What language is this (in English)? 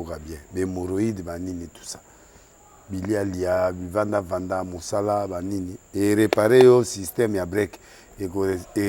Lingala